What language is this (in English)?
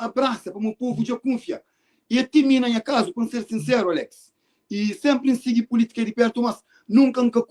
Kabuverdianu